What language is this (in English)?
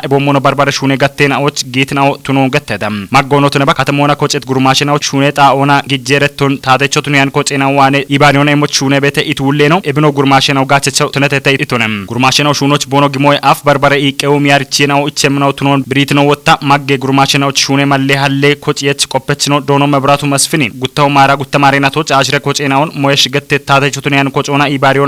Kafa